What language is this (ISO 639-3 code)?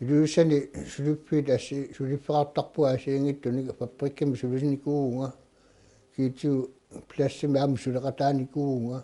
kal